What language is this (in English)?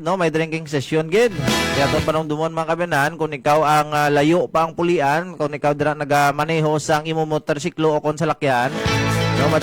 Hiligaynon